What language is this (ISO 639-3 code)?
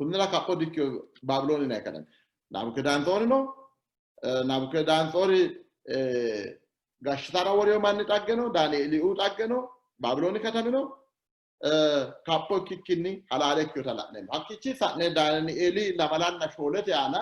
sid